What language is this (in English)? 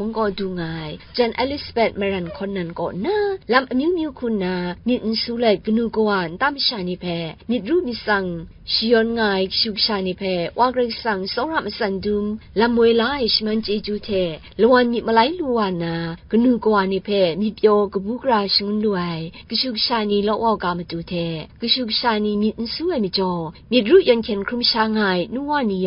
Kachin